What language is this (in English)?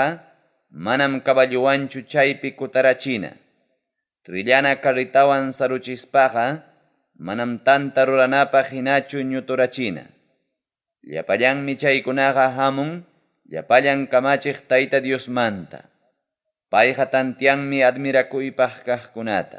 Ayacucho Quechua